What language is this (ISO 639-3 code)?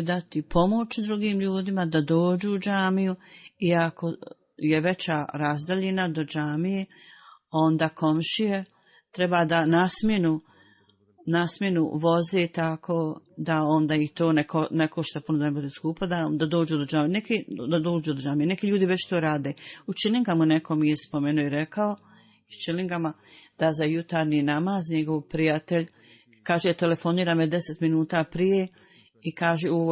bos